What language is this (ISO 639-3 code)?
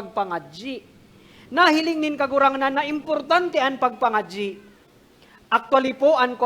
bik